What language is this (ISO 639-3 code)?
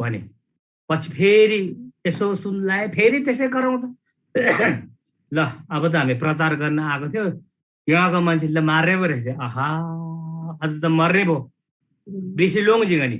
taj